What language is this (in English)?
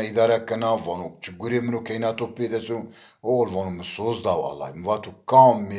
Zaza